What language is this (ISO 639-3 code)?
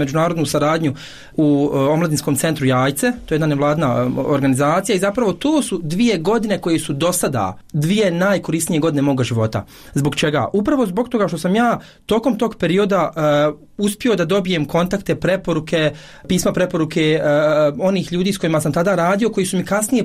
bos